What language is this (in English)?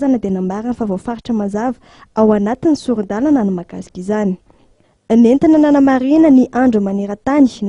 Malagasy